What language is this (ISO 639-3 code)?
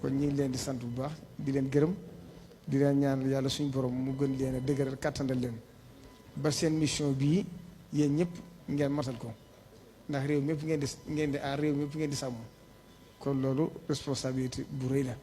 wol